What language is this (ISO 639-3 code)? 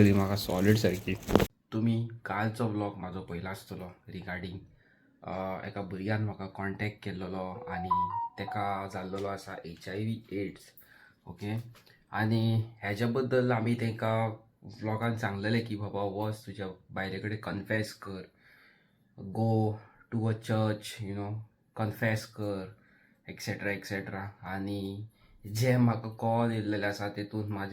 kok